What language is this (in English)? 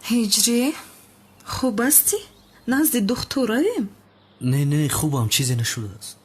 Tajik